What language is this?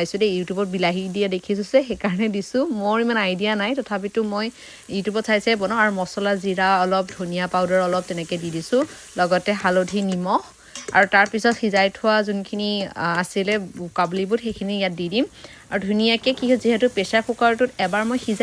Assamese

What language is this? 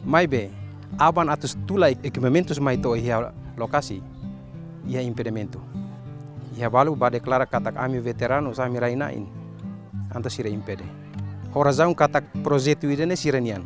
Tetum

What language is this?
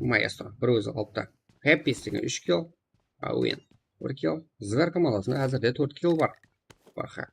Kara-Kalpak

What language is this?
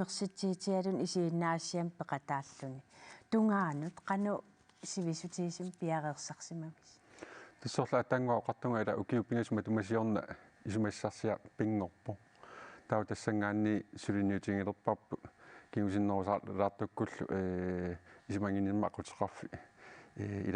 Kalaallisut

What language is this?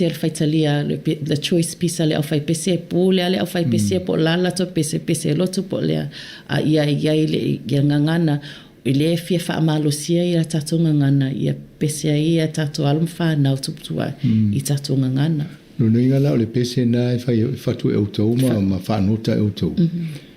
Samoan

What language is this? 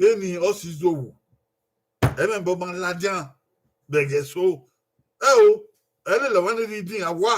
Bini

